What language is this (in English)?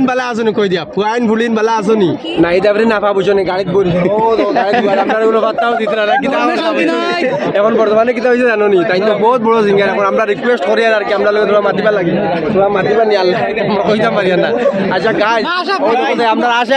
Sylheti